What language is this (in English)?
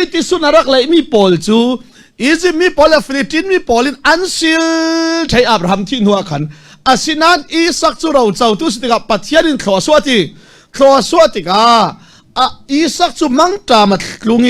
Falam Chin